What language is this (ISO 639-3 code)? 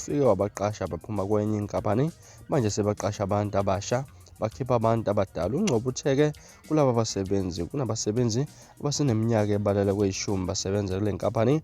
zul